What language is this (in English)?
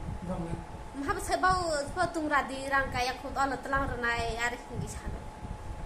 Riang (India)